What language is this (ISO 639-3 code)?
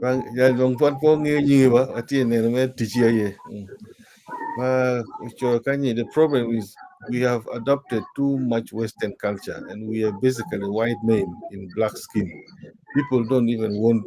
ach